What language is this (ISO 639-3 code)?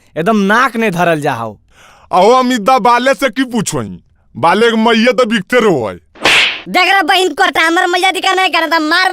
mag